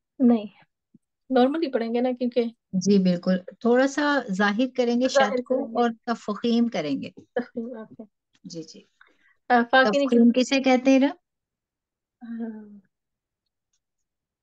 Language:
Urdu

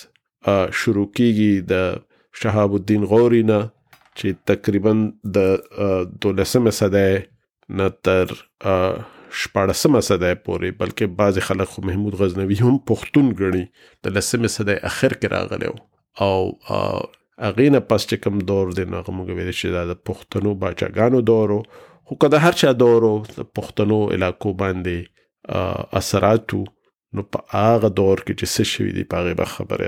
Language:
Pashto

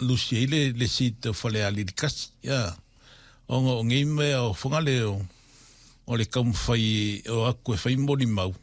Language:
Samoan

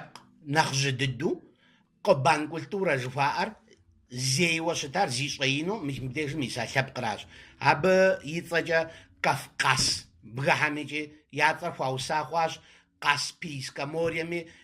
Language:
Kabardian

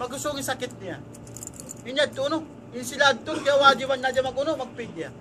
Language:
Tausug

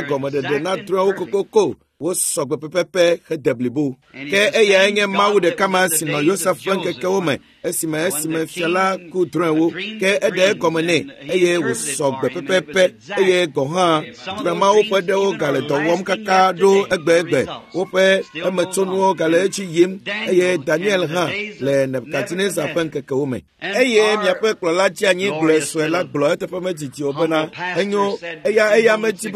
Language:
Ewe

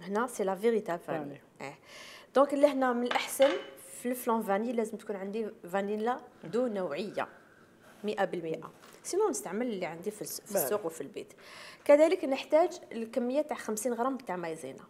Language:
Algerian Arabic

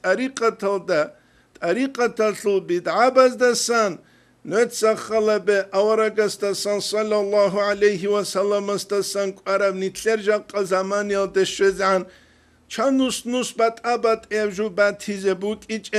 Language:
Avaric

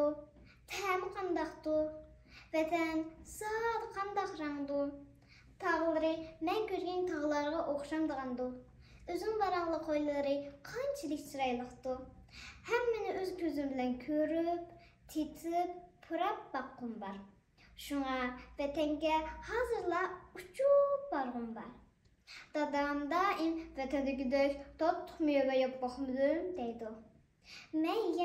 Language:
Uyghur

